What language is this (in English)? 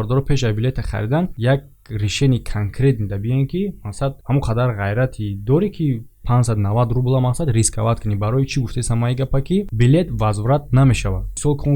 Tajik